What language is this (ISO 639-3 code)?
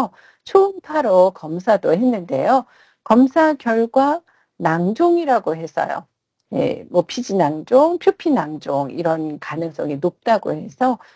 kor